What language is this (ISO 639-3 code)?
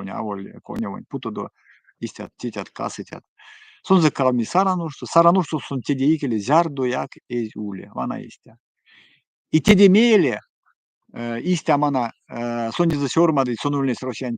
myv